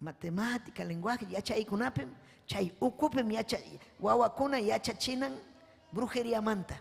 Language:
Ayacucho Quechua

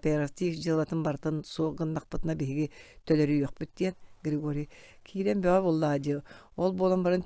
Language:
Yakut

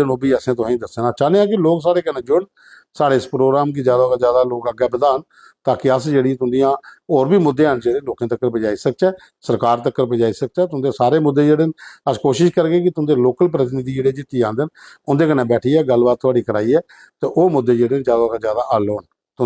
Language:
Dogri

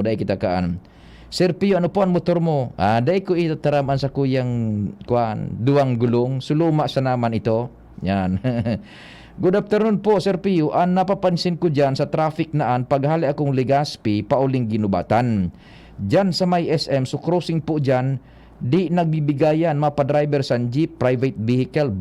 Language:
Bikol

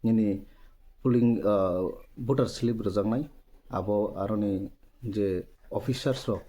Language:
Kok Borok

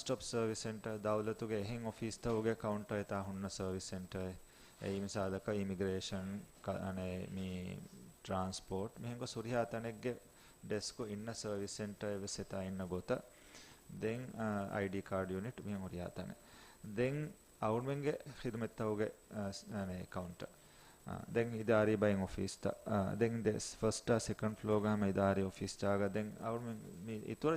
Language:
Divehi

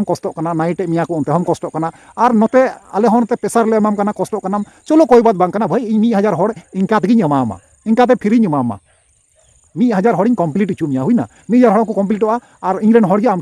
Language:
Santali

